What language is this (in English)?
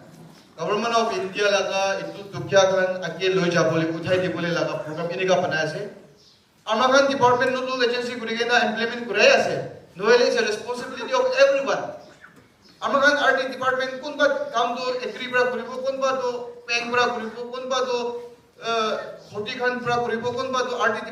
Naga Pidgin